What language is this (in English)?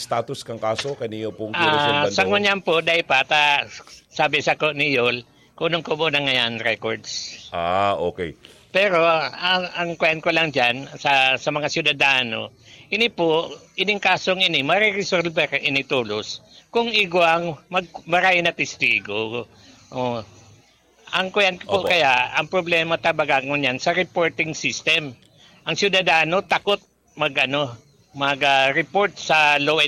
Bikol